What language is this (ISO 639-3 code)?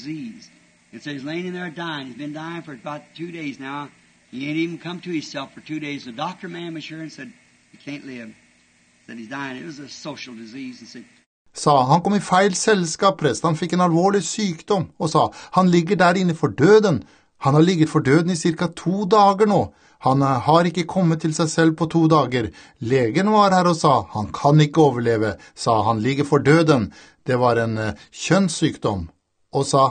nor